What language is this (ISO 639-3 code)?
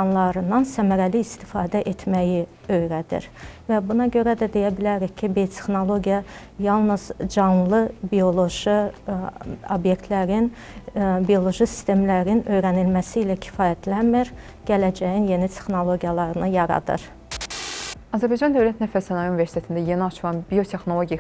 aze